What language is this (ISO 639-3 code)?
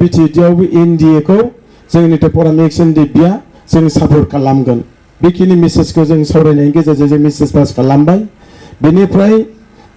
brx